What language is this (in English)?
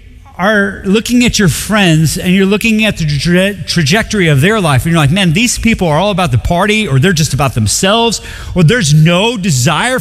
English